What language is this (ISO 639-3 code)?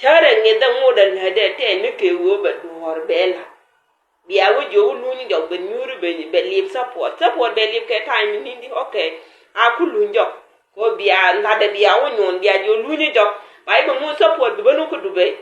nus